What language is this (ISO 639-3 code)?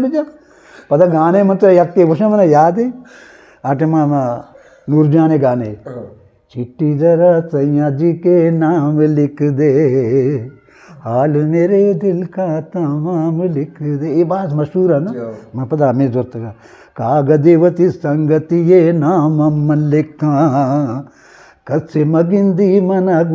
bgp